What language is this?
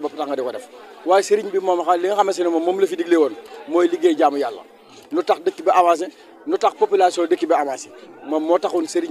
Wolof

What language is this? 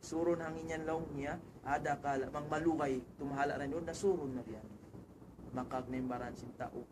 Tausug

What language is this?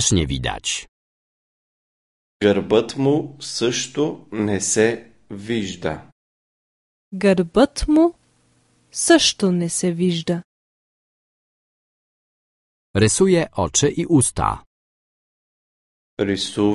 Bulgarian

